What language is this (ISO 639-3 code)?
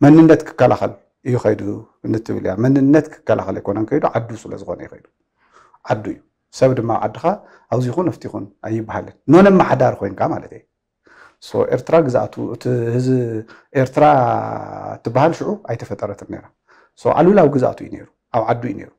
tir